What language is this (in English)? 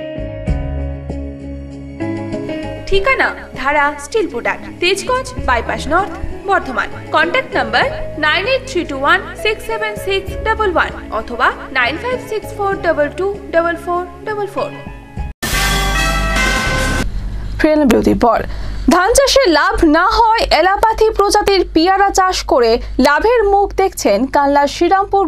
Bangla